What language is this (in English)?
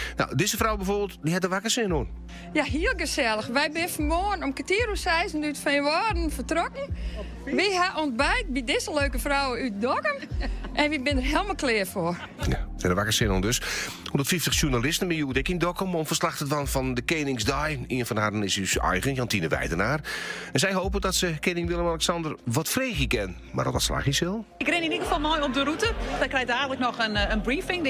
Western Frisian